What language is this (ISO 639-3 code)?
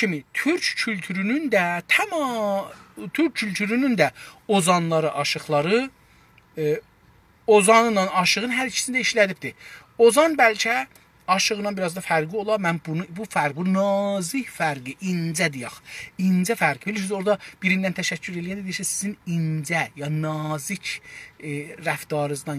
azb